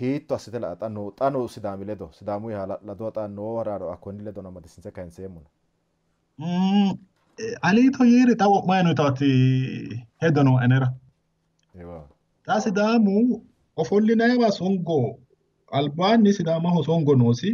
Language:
Sidamo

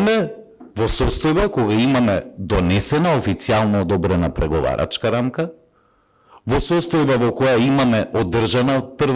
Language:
Macedonian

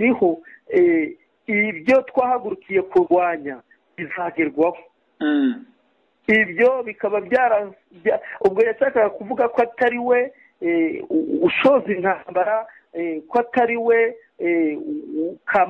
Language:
Kinyarwanda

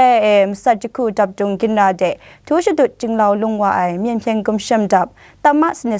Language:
Kachin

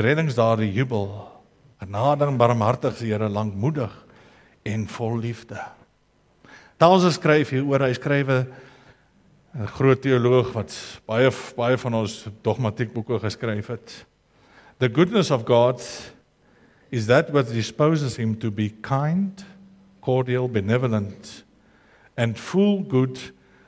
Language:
Afrikaans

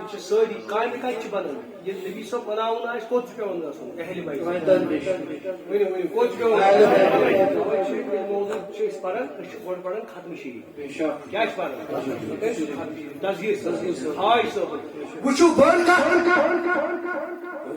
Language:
Kashmiri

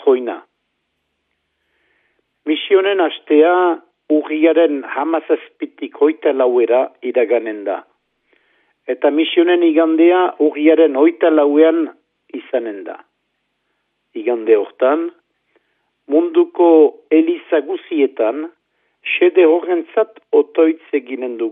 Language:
Basque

